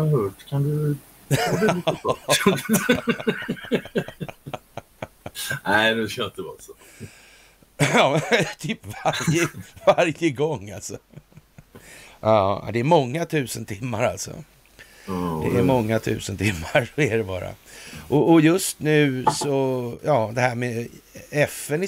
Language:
Swedish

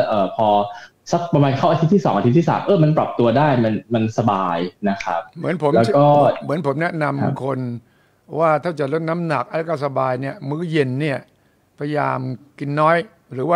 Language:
Thai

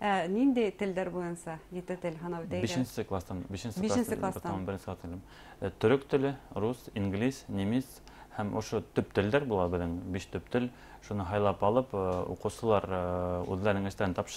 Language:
Bashkir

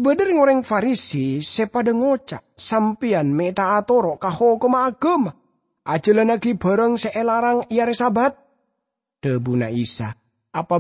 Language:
Madurese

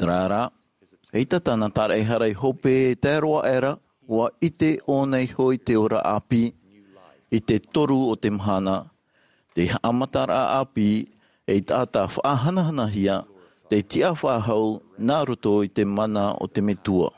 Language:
Tahitian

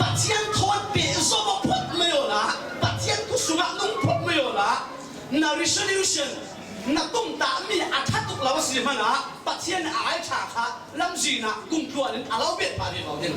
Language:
Falam Chin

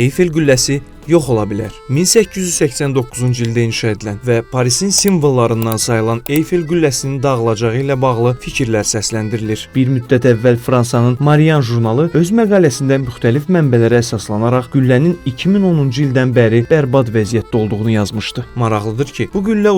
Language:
Azerbaijani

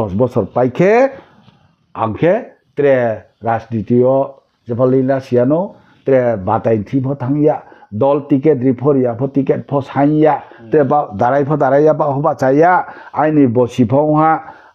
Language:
Riang (India)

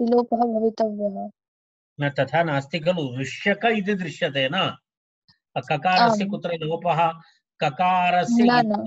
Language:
Sanskrit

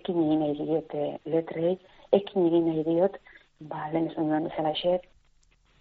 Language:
Basque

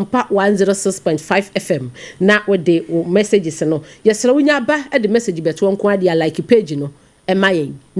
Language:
Akan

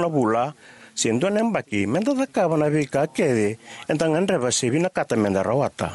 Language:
Fijian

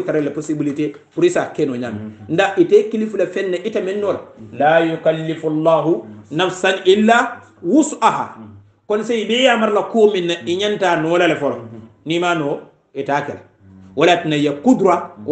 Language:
Hausa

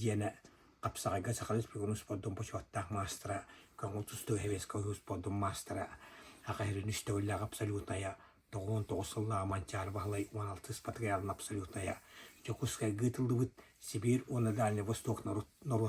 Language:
Yakut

